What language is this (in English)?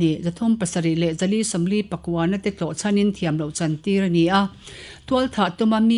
Mizo